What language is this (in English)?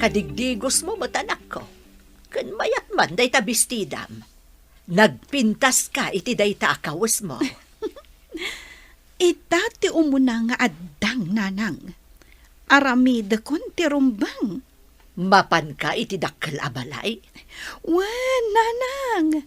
Iloko